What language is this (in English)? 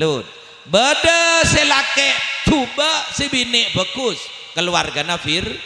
Madurese